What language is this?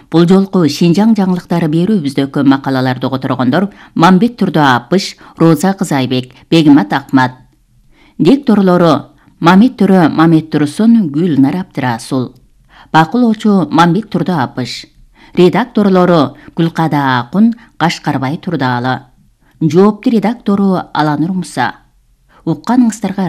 Kyrgyz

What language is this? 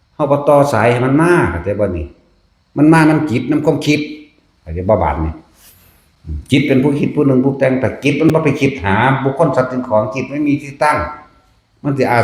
Northeastern Thai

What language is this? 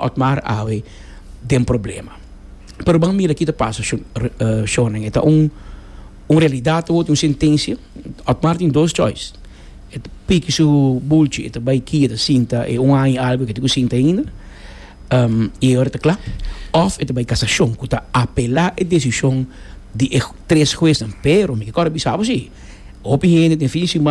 Papiamento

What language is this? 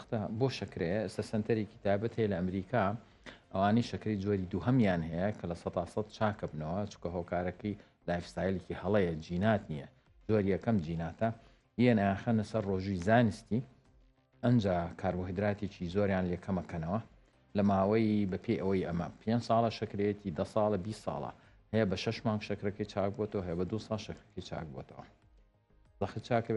Central Kurdish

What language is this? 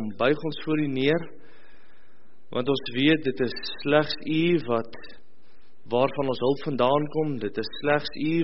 Afrikaans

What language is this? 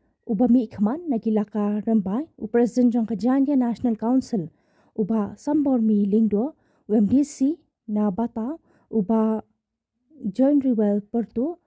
Khasi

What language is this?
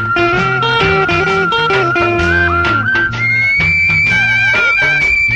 Telugu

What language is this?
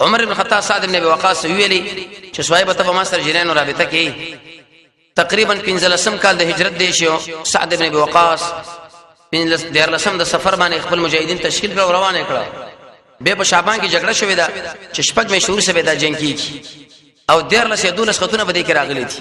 Pashto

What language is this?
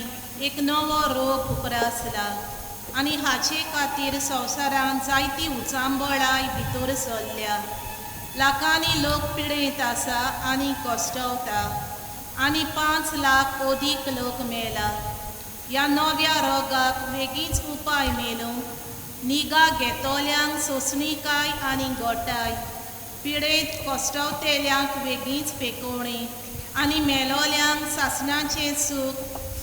Konkani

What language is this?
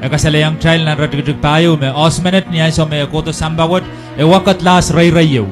Pohnpeian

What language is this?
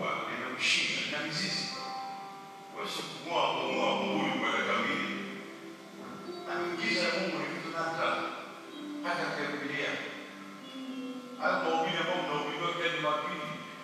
Swahili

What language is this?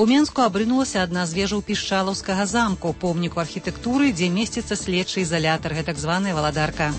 Belarusian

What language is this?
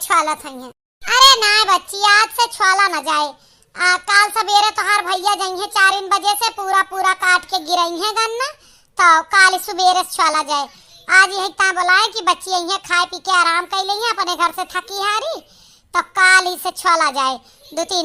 Awadhi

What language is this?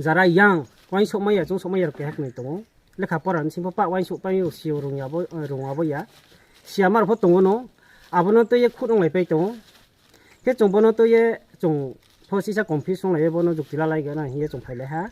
Kok Borok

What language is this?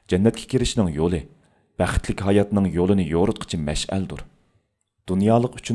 Uyghur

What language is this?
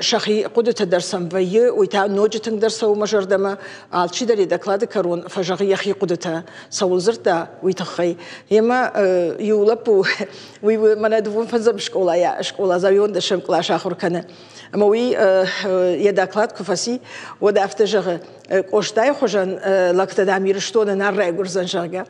Ossetic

